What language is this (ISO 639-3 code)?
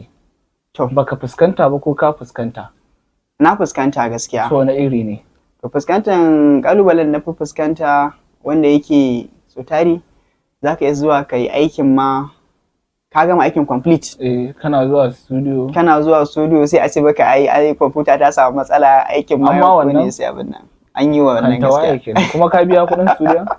hau